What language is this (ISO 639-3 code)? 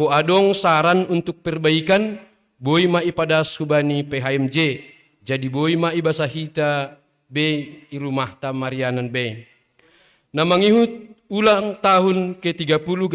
bts